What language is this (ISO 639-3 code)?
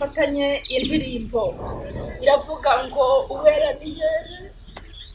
kin